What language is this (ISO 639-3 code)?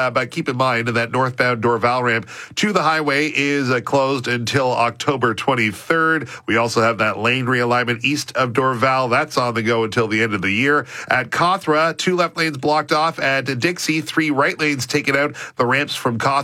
eng